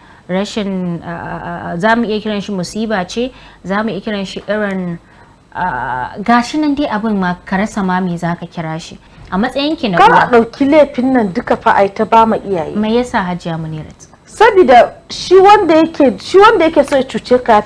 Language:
Hausa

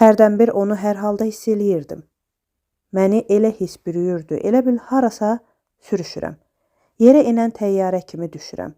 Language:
Azerbaijani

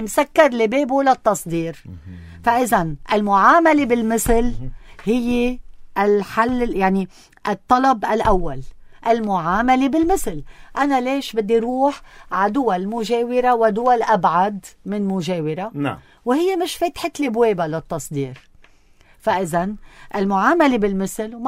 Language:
North Levantine Arabic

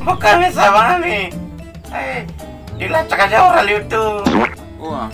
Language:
Duri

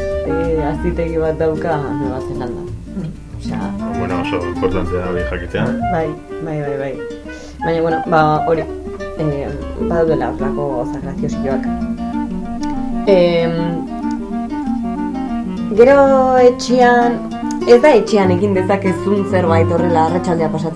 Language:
Basque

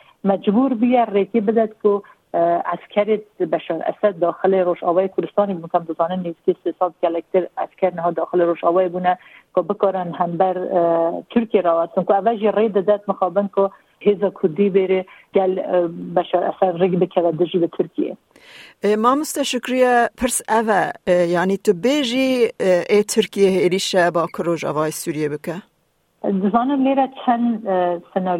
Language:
Kurdish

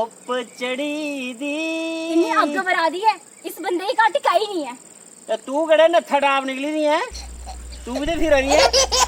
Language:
Dogri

